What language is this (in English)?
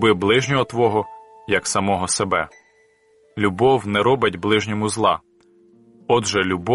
Ukrainian